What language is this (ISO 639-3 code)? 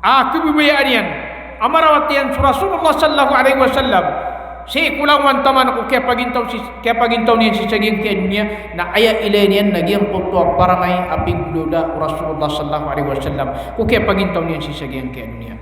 mrw